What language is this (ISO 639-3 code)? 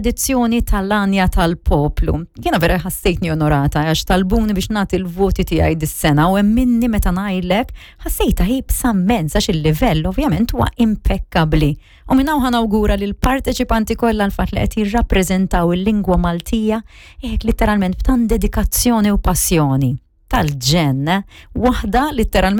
mlt